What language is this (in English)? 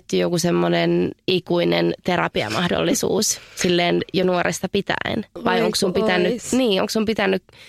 Finnish